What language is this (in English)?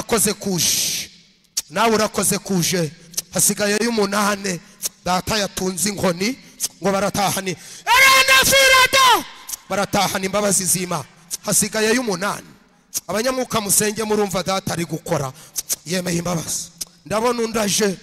Kinyarwanda